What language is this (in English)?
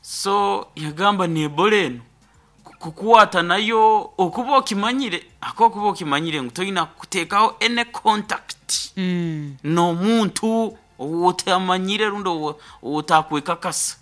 Nyankole